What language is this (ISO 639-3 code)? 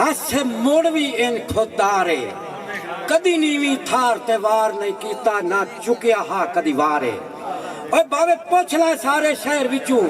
skr